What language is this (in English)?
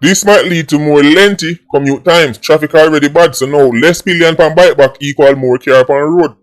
Jamaican Creole English